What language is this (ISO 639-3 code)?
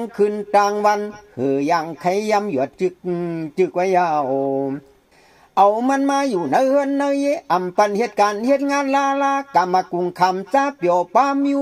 shn